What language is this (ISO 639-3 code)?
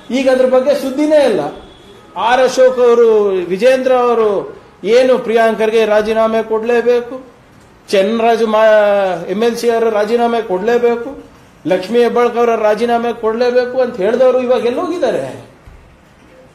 kan